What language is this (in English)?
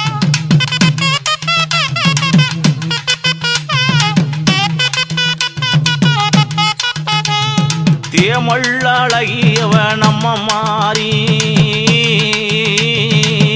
Tamil